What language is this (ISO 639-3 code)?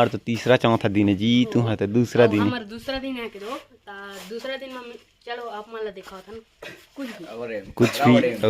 hne